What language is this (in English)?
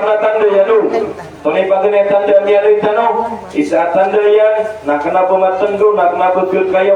Maranao